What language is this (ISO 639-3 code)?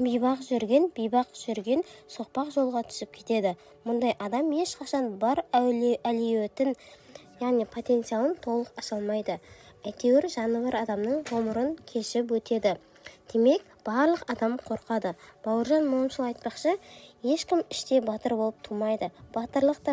kaz